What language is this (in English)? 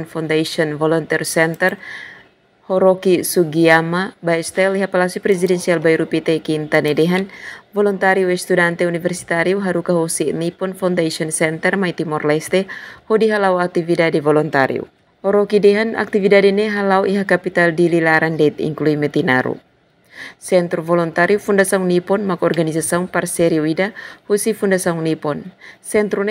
Tetum